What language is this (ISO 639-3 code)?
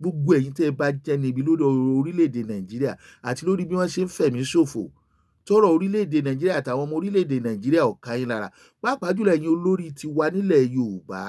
yor